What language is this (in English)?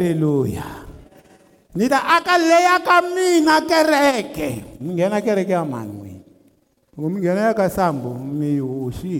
Tsonga